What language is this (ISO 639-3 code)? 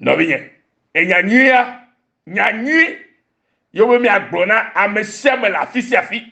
ewe